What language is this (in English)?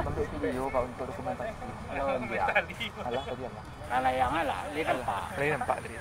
Minangkabau